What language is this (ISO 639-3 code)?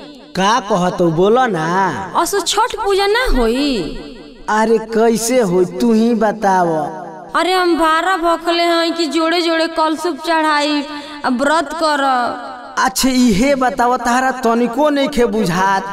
bho